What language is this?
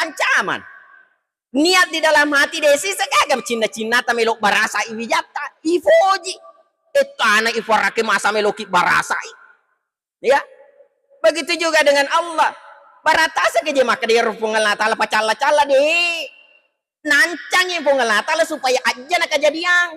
Buginese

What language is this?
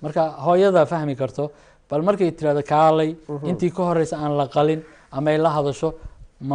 Somali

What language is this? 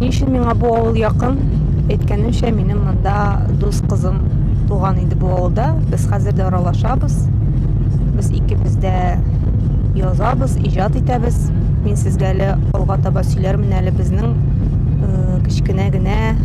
Tatar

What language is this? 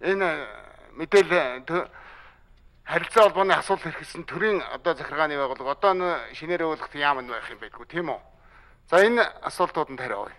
Mongolian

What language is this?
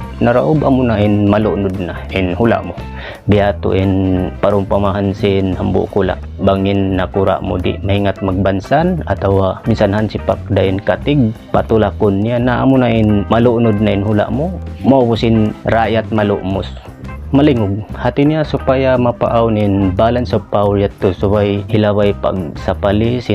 Tausug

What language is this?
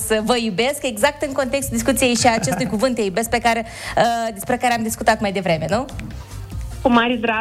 Romanian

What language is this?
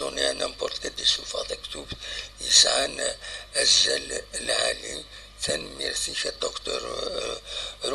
Kabyle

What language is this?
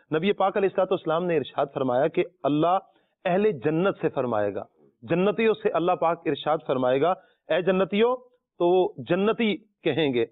Urdu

